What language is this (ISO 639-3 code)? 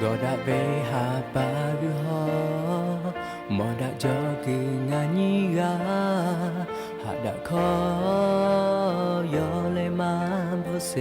lhu